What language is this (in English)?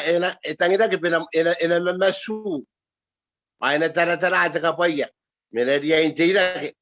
Gilbertese